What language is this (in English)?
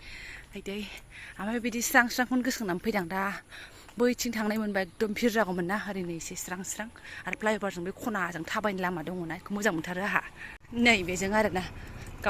Bodo